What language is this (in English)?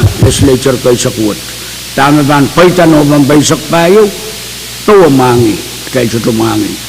Pohnpeian